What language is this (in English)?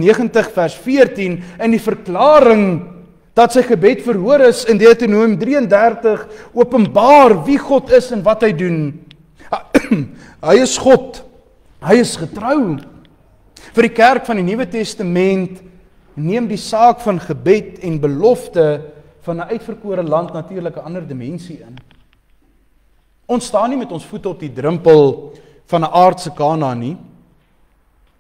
Afrikaans